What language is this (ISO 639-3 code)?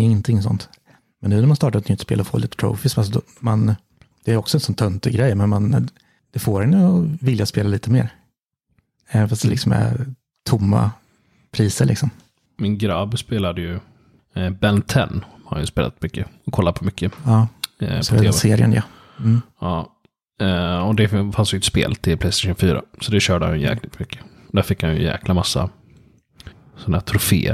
swe